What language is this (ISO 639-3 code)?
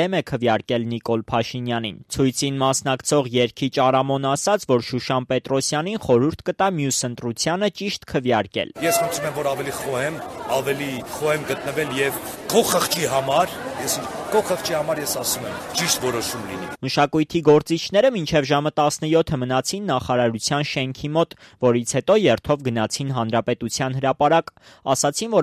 hye